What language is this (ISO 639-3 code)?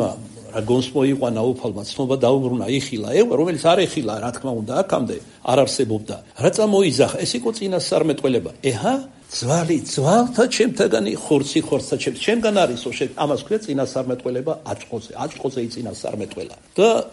kat